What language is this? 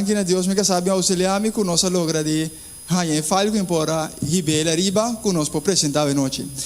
Papiamento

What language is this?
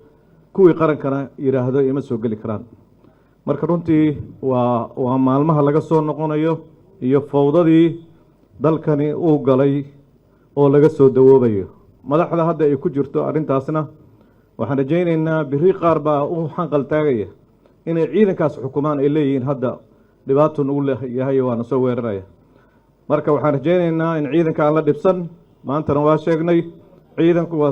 Somali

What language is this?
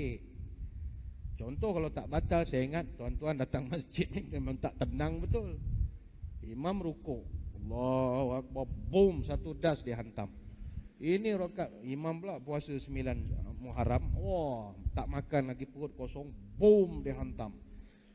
Malay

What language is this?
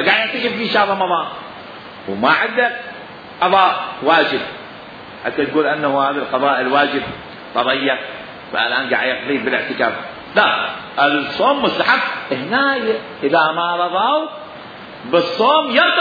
Mesopotamian Arabic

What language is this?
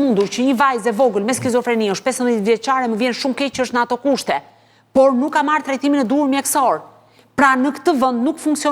Albanian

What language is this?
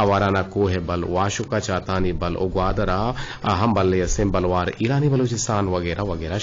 Eastern Balochi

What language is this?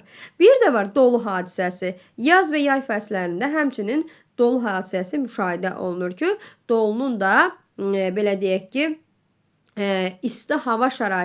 Azerbaijani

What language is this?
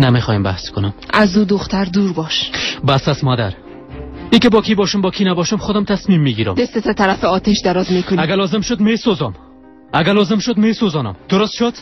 Persian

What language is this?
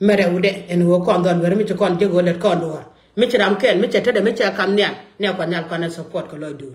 Nuer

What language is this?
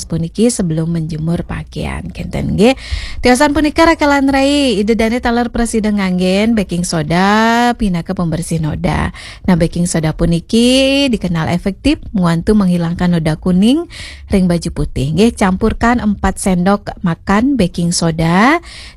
Balinese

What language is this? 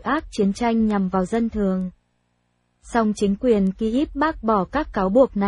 Vietnamese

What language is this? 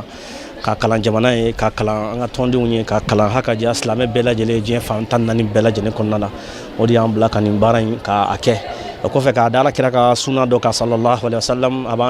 Bambara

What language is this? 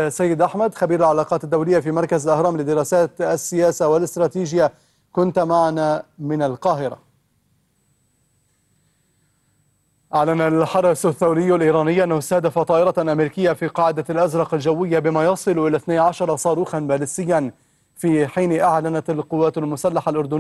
Arabic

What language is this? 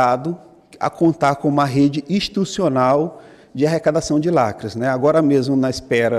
Portuguese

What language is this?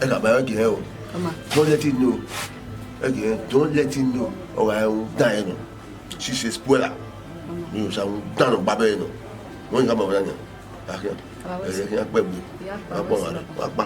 Bini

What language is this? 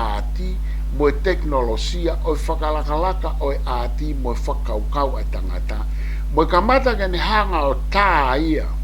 Tongan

